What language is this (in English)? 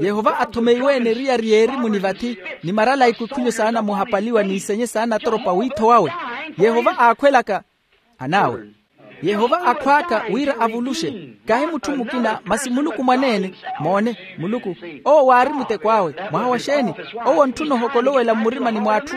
Makhuwa